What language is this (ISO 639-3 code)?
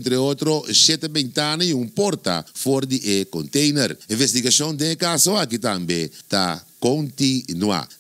pap